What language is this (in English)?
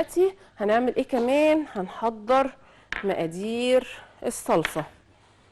Egyptian Arabic